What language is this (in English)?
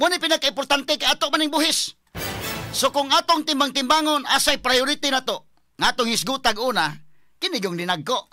Cebuano